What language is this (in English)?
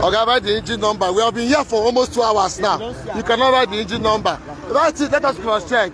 Nigerian Pidgin